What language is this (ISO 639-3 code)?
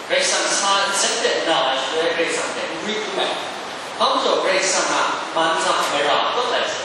kac